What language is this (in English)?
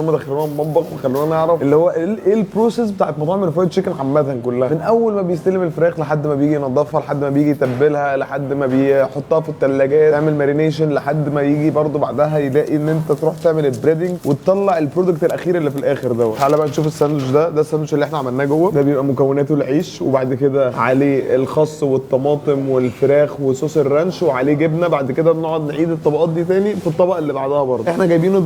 Egyptian Arabic